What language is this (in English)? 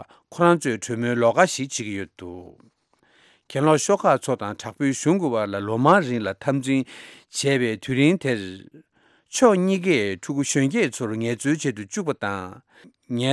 Tibetan